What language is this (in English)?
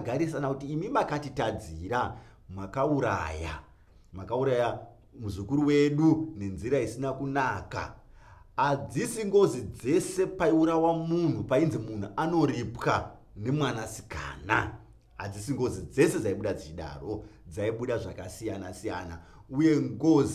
Shona